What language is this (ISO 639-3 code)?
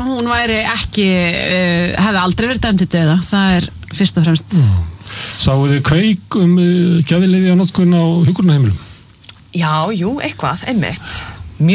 isl